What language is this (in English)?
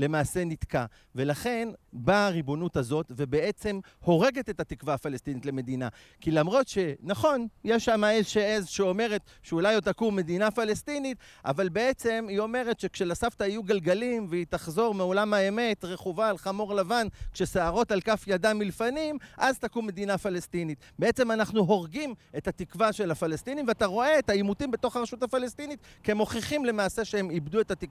Hebrew